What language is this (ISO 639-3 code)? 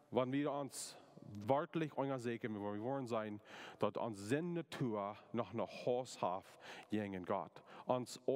pdt